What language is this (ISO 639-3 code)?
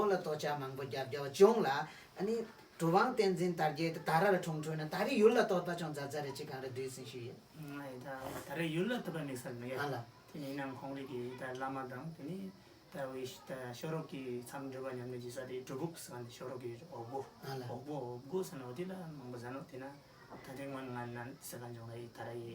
bod